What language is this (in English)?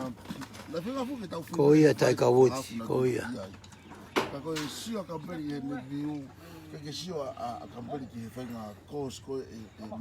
Tongan